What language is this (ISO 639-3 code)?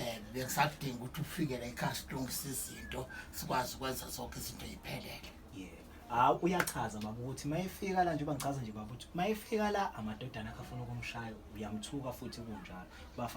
zul